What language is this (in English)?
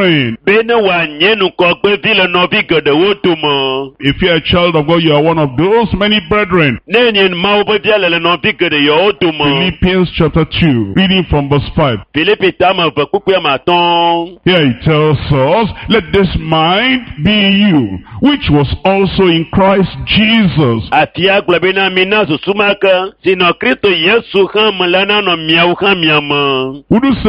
Ewe